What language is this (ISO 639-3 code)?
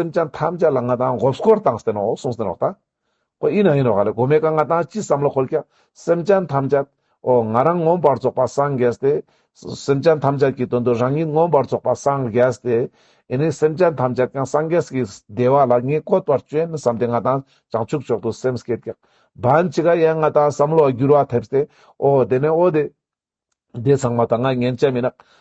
lbj